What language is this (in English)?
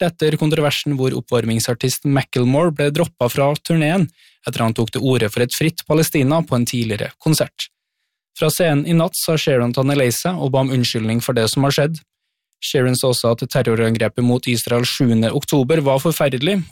Norwegian